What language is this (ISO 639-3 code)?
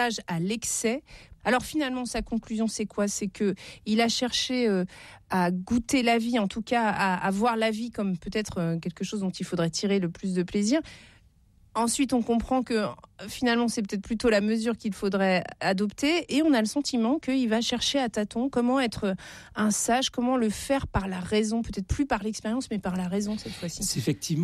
fra